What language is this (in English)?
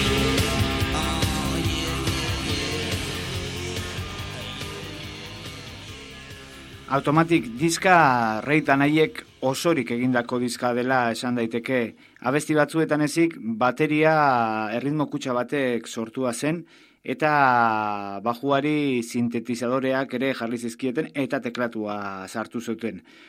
Basque